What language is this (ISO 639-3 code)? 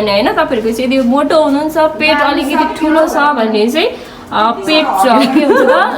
nep